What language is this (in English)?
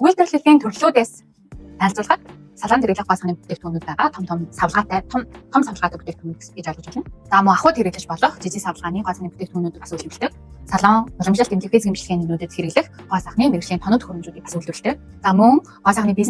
Mongolian